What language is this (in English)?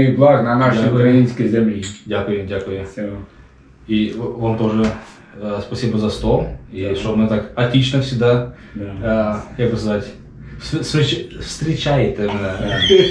English